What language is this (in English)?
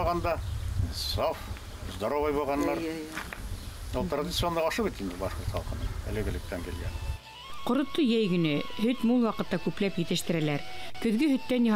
Bashkir